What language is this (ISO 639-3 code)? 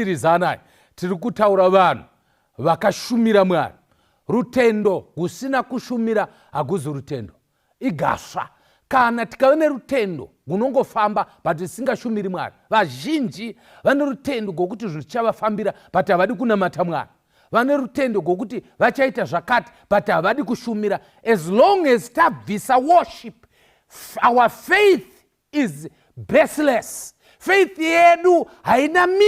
sna